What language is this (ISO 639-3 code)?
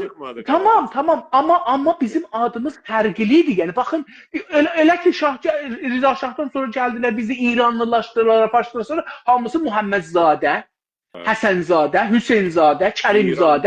azb